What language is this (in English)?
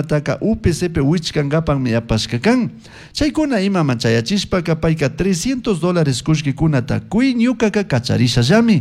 Chimborazo Highland Quichua